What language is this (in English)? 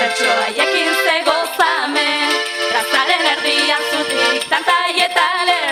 Basque